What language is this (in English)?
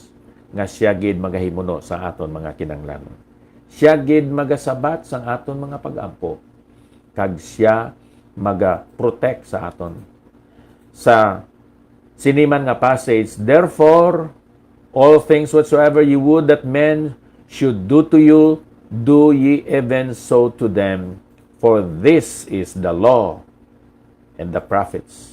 Hiligaynon